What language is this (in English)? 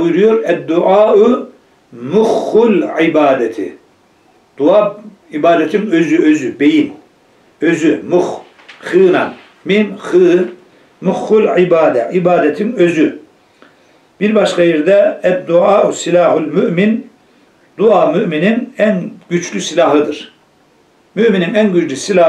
Turkish